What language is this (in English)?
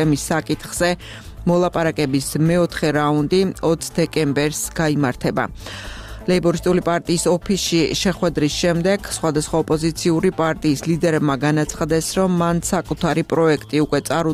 Georgian